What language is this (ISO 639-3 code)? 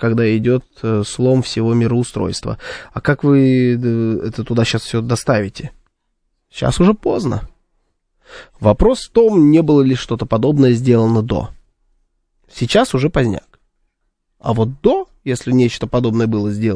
rus